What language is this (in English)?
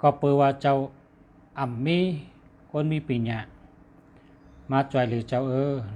Shan